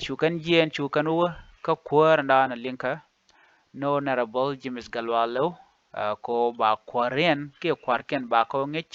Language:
Nuer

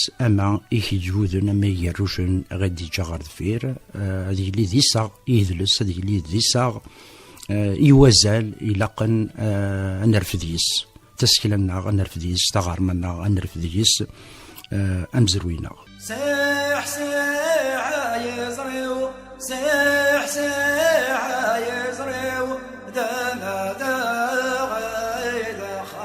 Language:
Kabyle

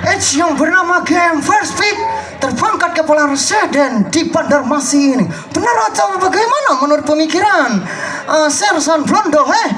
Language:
Banjar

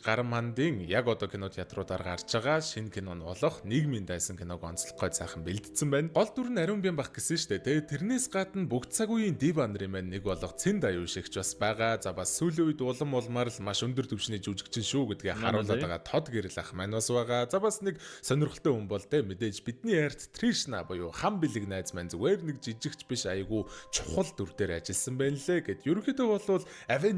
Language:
Mongolian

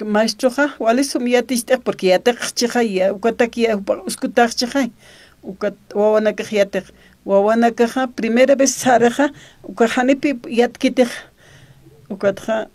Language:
Aymara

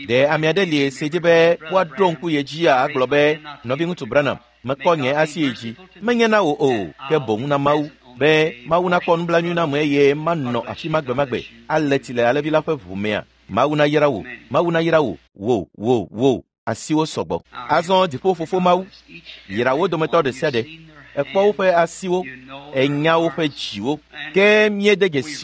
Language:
Ewe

